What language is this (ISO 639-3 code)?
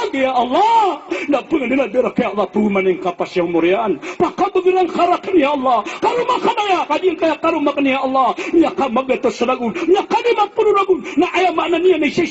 mrw